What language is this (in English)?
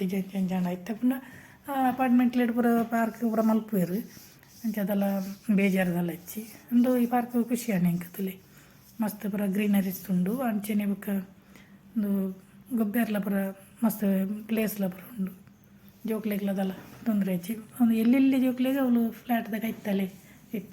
Tulu